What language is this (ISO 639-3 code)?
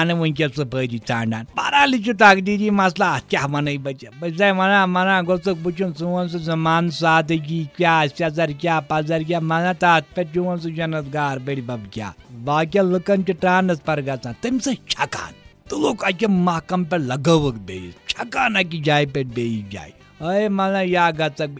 kas